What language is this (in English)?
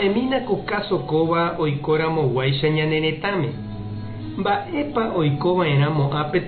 Guarani